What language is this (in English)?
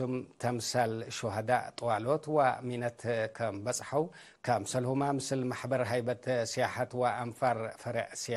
Tigre